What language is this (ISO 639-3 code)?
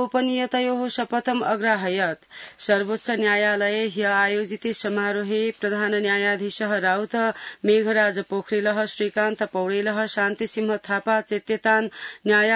san